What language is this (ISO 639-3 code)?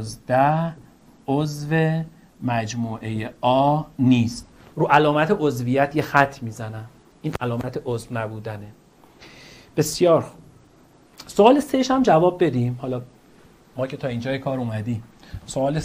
fas